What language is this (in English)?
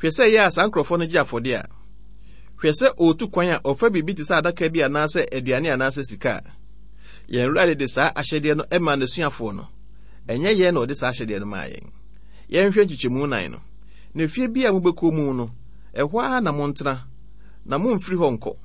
Akan